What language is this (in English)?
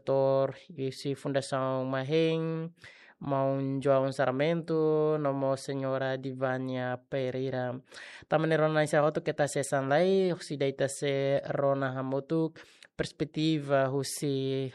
Tetum